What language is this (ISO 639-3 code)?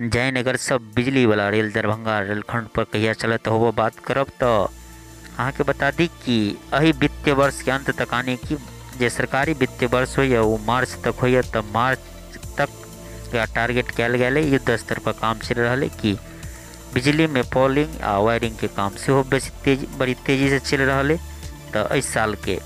mai